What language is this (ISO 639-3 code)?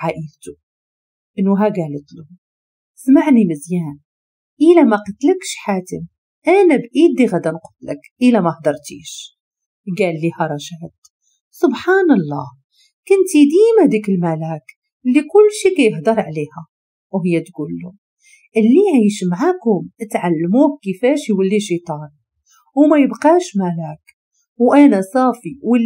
ary